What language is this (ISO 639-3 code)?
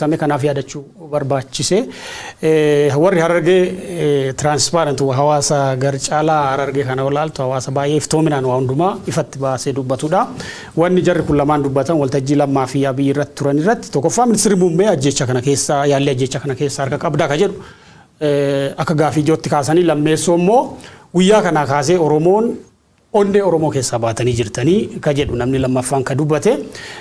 orm